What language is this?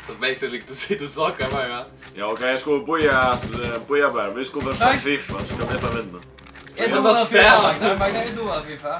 Faroese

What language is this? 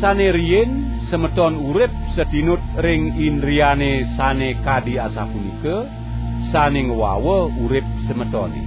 Balinese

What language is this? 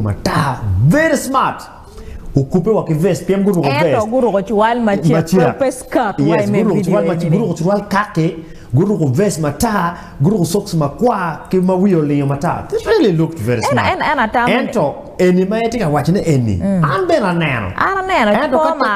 Acoli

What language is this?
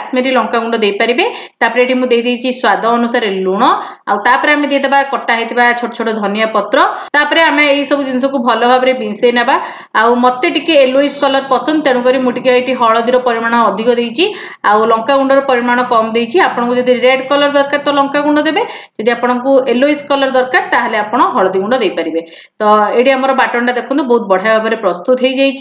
Odia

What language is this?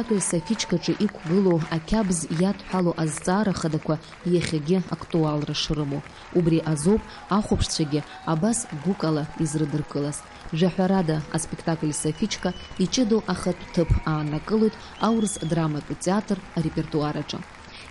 Abkhazian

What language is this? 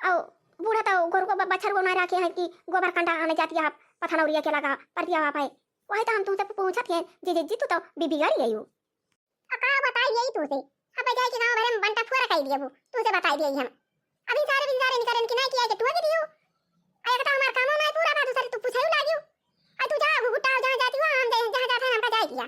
Awadhi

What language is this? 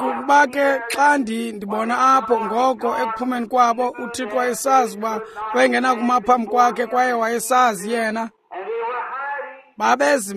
Xhosa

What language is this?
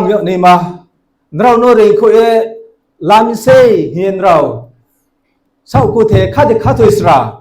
Riang (India)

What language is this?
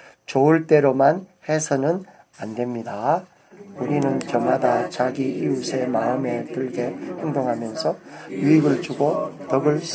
Korean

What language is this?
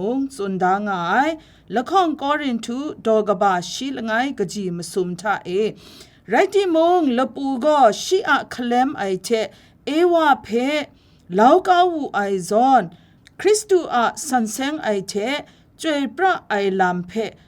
Kachin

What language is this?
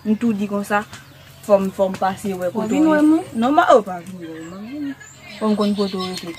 Haitian Creole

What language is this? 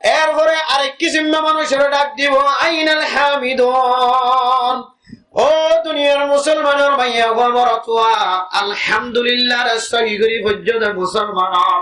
Rohingya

